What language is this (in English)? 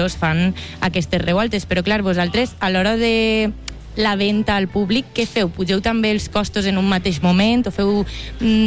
Catalan